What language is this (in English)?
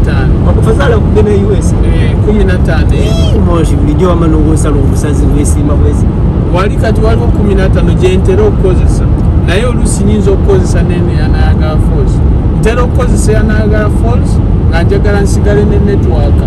Ganda